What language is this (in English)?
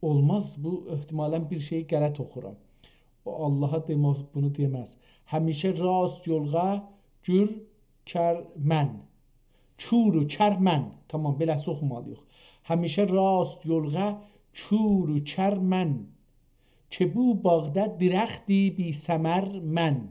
South Azerbaijani